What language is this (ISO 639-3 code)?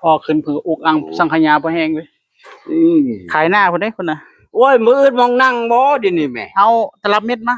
tts